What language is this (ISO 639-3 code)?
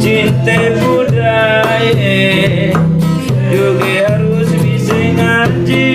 bew